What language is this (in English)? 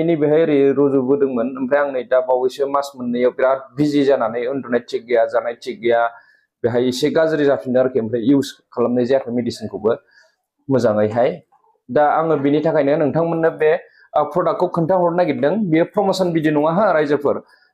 Bodo